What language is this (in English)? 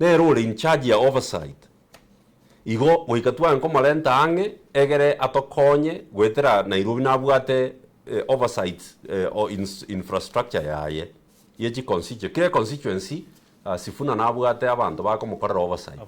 Gusii